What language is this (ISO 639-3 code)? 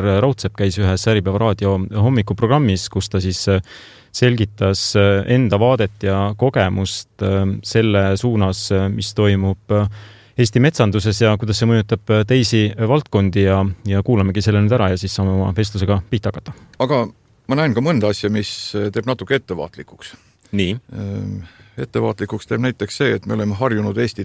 est